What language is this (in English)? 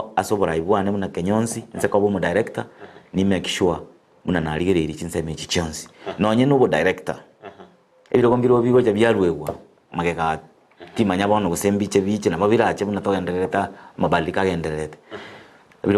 Gusii